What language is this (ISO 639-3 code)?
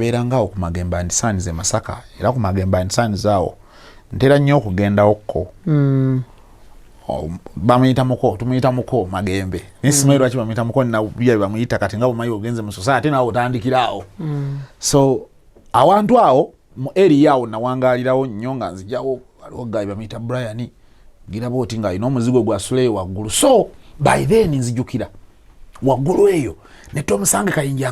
lug